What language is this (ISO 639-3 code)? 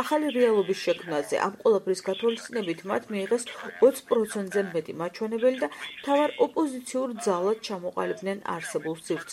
kat